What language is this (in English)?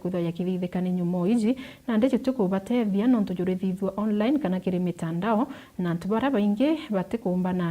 Meru